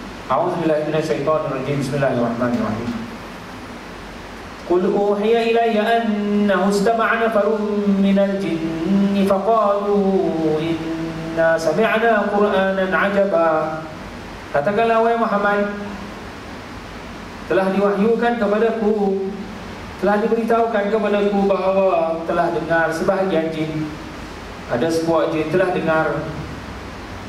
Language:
Malay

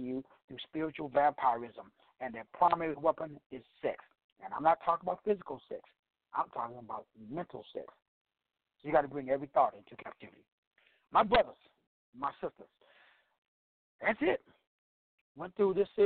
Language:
English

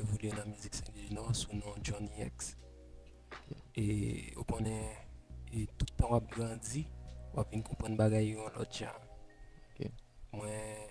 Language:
Haitian Creole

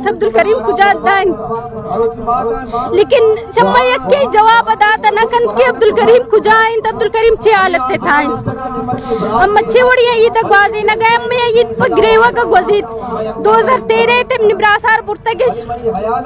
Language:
Baluchi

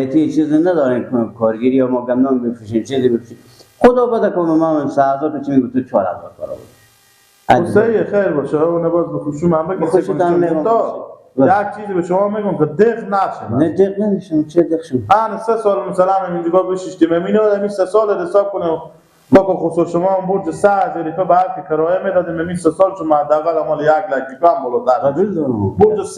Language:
Persian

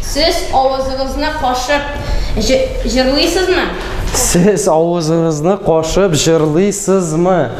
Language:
Tatar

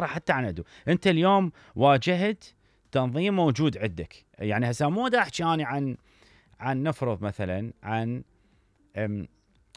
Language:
Mesopotamian Arabic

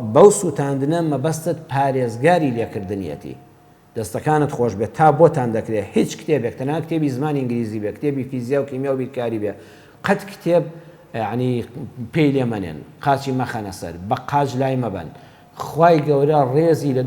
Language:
Central Kurdish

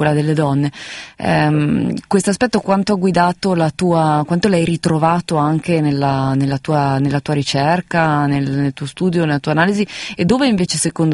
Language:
Italian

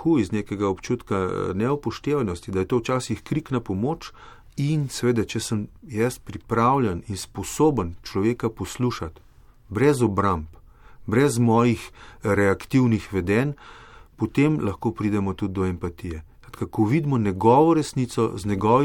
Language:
Slovenian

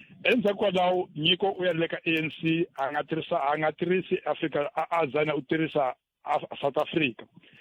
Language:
Tsonga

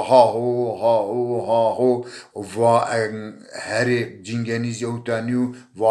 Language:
Zaza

